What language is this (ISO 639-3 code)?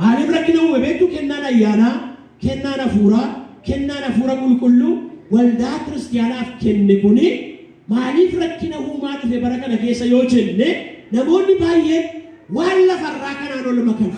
orm